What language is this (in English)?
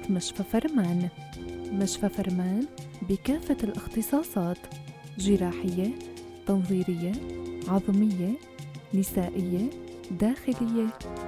North Levantine Arabic